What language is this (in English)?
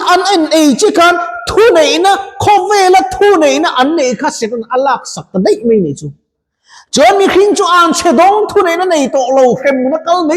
Mizo